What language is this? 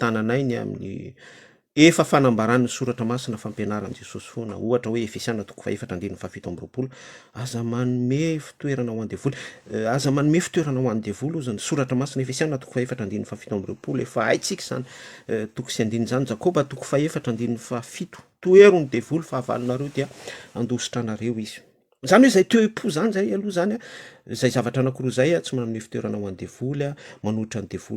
Malagasy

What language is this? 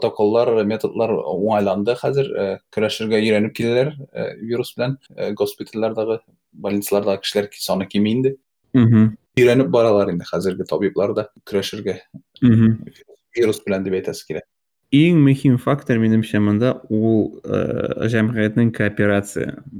Tatar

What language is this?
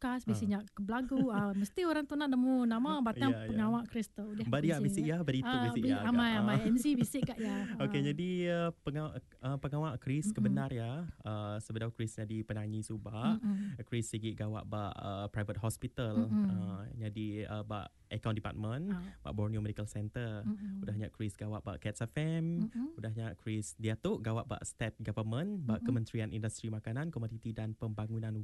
Iban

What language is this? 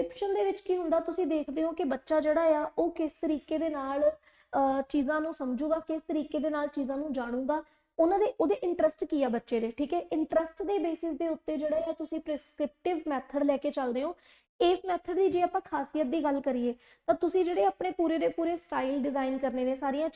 Punjabi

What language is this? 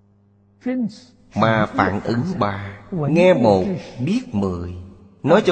Vietnamese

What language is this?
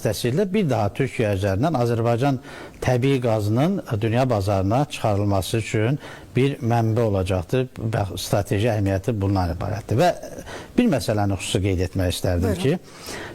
Azerbaijani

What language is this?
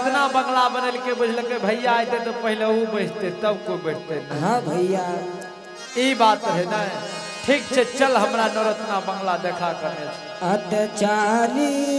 Angika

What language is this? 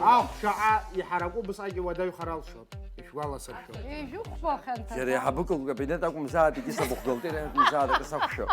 Abkhazian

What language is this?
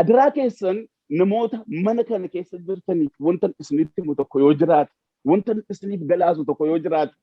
Oromo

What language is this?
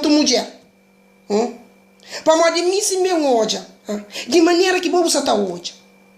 Kabuverdianu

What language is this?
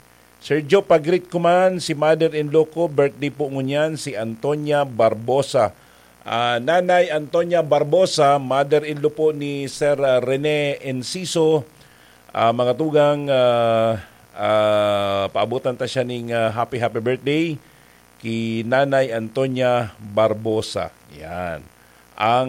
Bikol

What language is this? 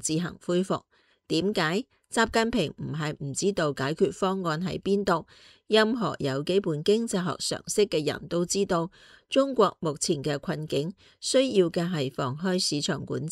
Cantonese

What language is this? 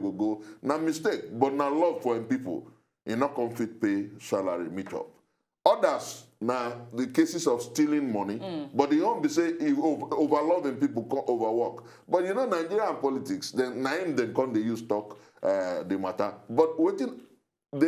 Nigerian Pidgin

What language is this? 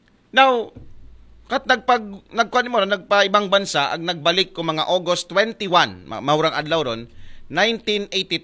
Aklanon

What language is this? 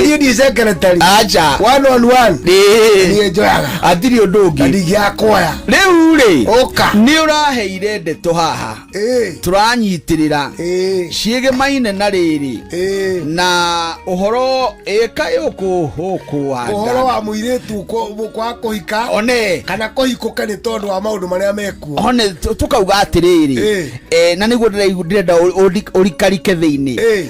Kikuyu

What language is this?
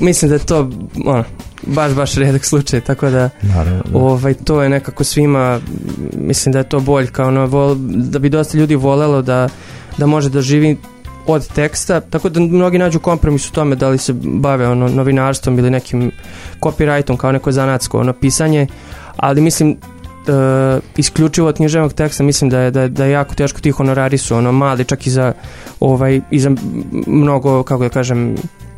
Serbian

